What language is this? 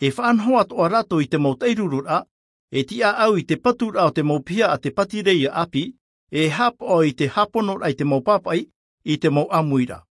Tahitian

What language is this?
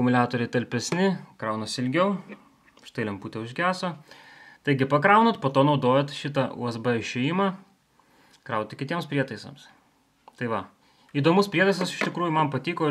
Lithuanian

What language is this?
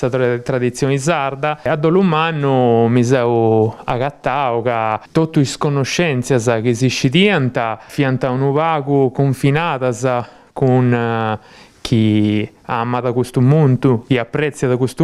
Sardinian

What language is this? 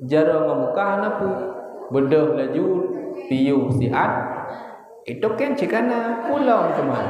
Achinese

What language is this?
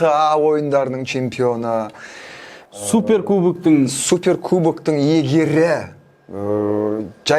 Kazakh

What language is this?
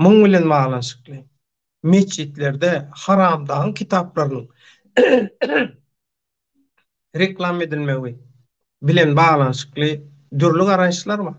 Turkmen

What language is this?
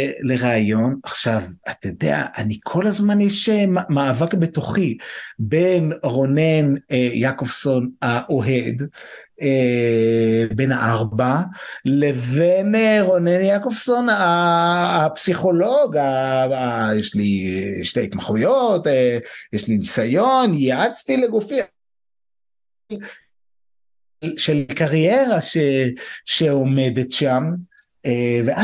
Hebrew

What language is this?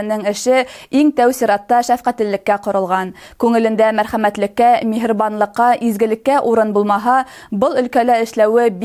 Bashkir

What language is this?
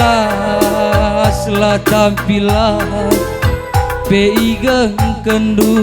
Batak Karo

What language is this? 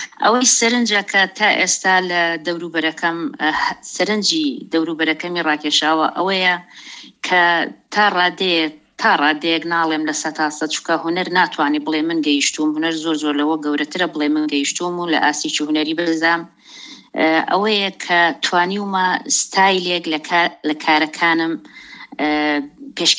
Central Kurdish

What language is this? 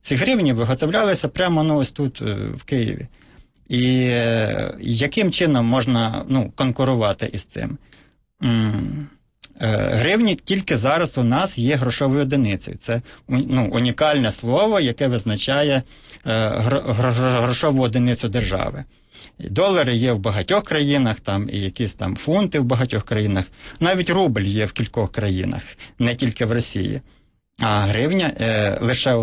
Ukrainian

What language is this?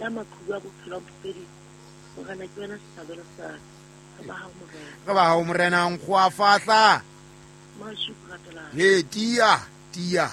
Southern Sotho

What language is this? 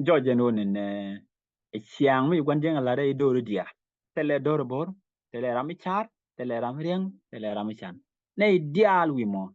Nuer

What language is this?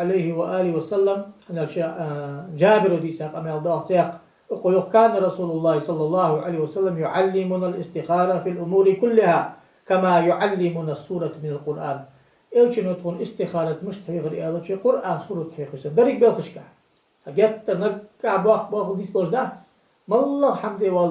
Ingush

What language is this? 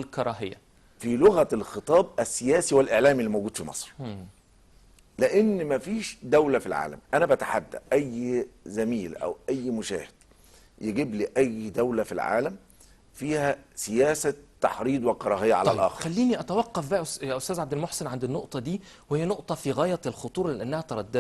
Egyptian Arabic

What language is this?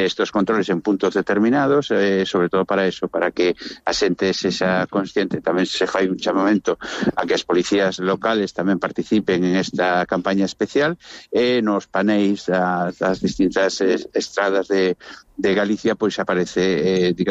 Galician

